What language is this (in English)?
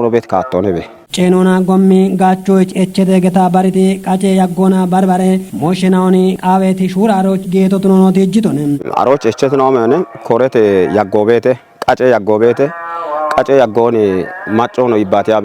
Kafa